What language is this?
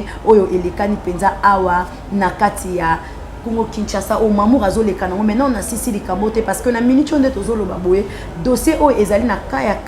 Lingala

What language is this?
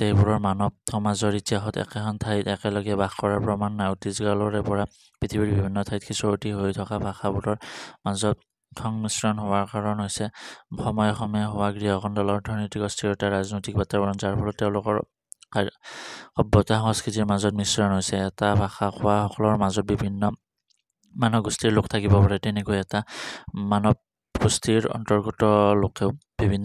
Assamese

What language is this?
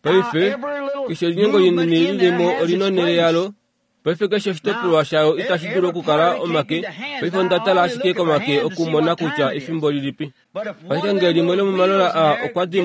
Kuanyama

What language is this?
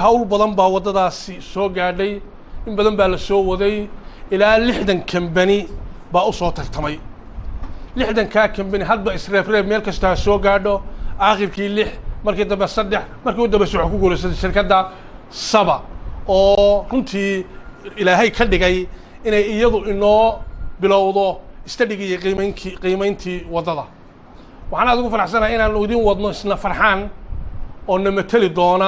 Somali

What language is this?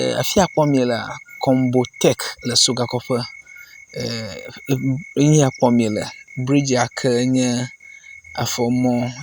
Ewe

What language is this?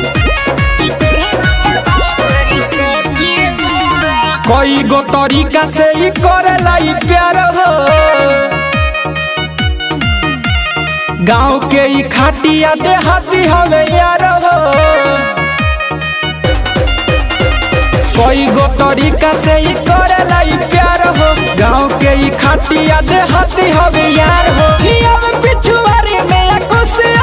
Bhojpuri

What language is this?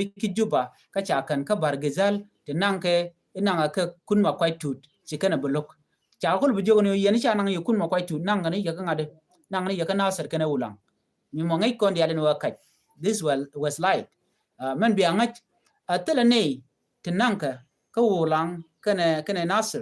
Nuer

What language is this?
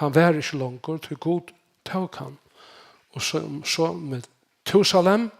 Faroese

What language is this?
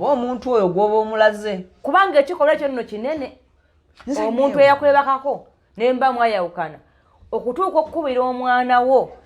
Ganda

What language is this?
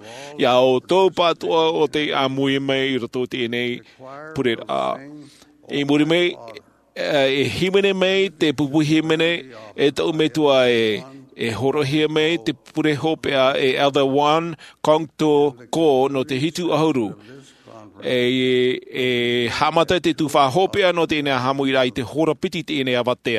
Tahitian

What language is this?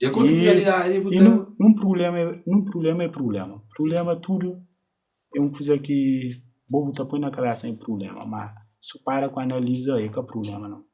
Kabuverdianu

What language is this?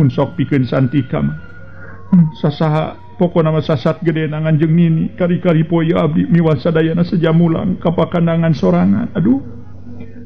Sundanese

